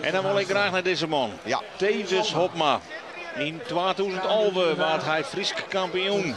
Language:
Western Frisian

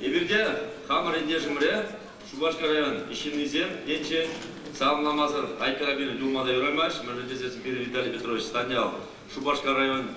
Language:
Chuvash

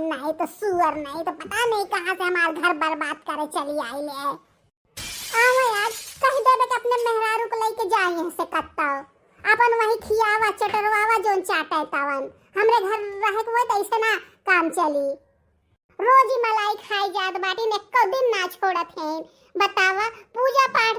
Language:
Bhojpuri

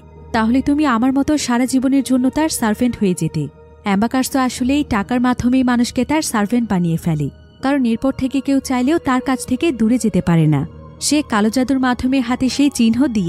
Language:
Bangla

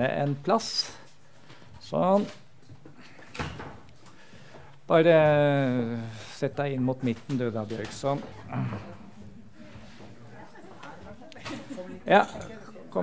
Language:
Norwegian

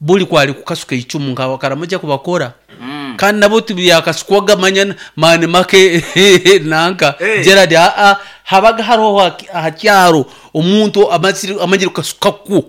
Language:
Nyoro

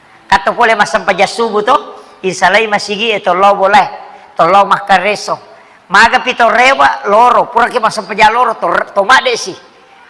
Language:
Buginese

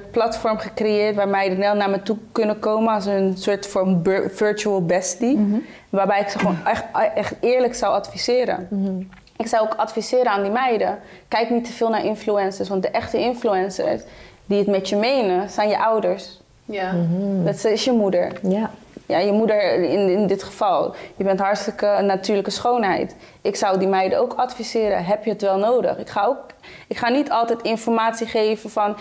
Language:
Dutch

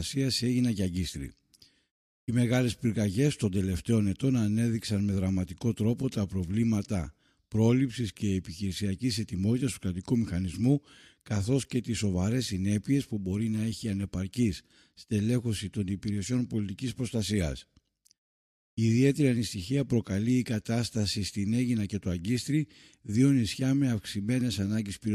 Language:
Greek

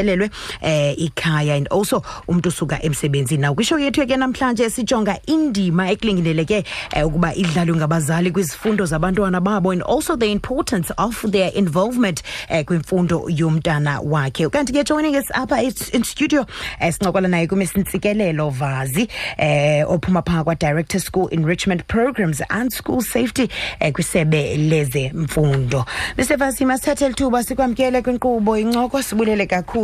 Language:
Xhosa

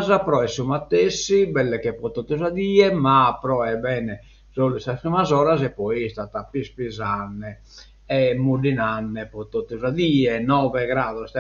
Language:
Sardinian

